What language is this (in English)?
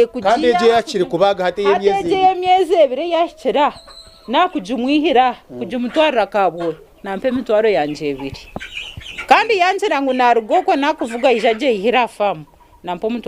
Nyankole